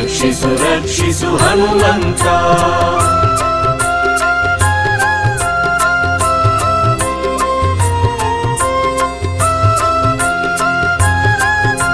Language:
Kannada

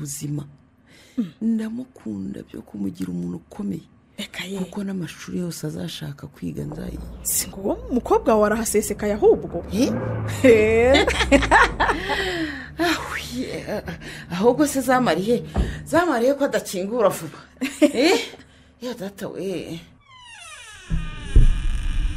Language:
Kinyarwanda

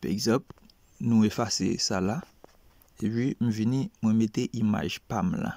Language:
Haitian Creole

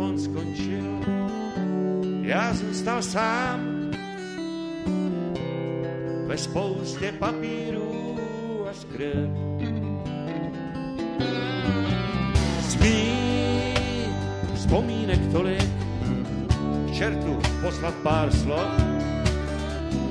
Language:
Czech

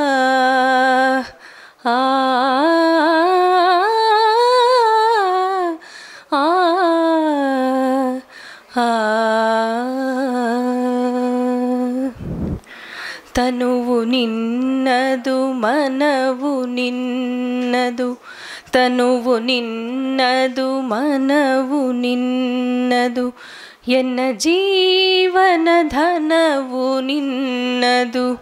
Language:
Kannada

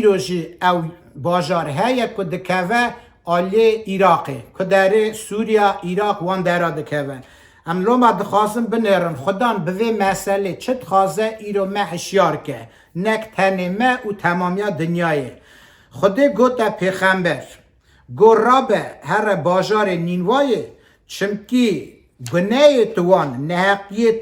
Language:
Kurdish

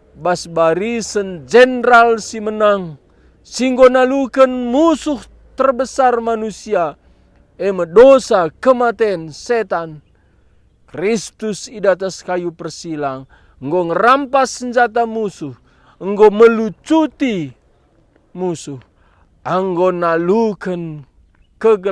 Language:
Batak Karo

